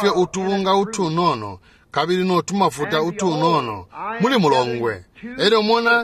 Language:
Bemba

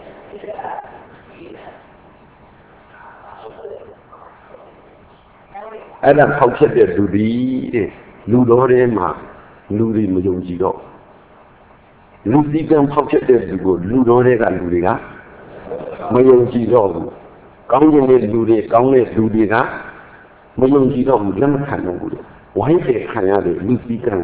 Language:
Burmese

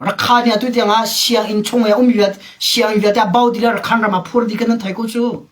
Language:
Hakha Chin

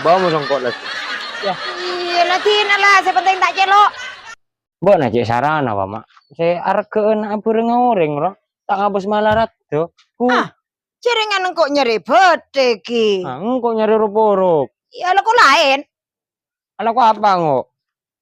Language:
Madurese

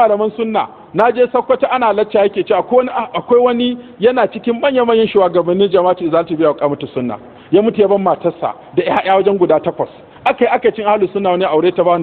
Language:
Hausa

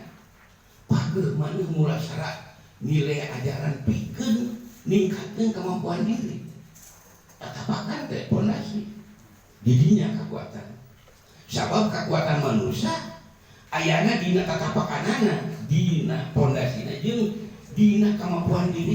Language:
Sundanese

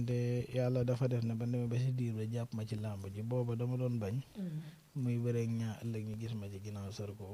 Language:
Wolof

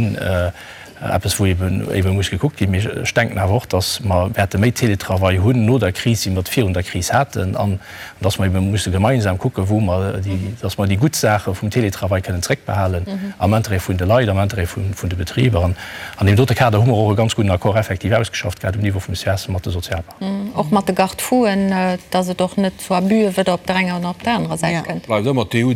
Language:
Luxembourgish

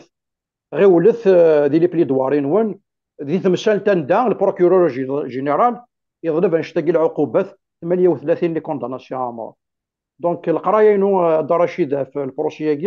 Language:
Kabyle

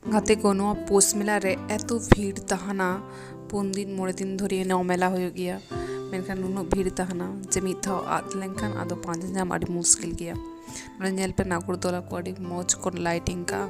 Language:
Santali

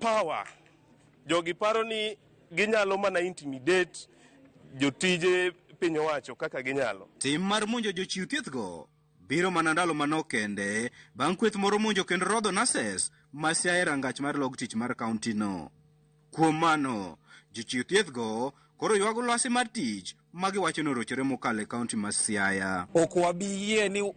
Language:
Luo (Kenya and Tanzania)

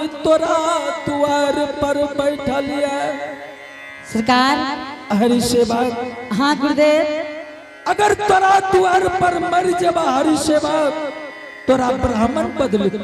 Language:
Angika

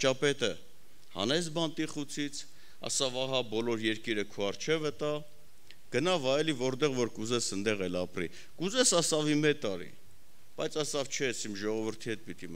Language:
Armenian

